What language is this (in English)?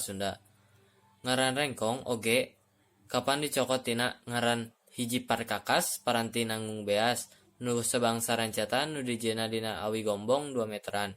Sundanese